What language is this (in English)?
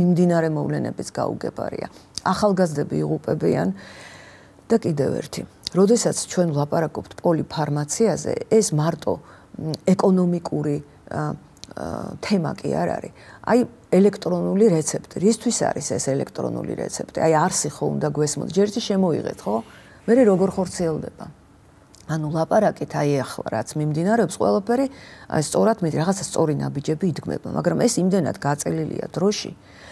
Georgian